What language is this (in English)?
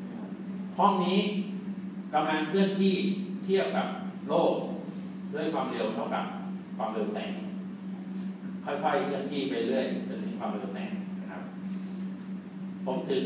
Thai